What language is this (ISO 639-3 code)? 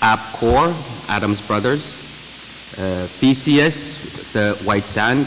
pon